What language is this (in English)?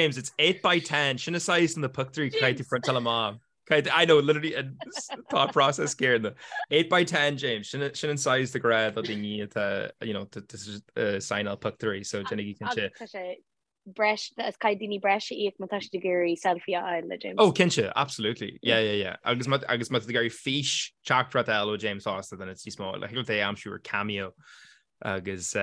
Irish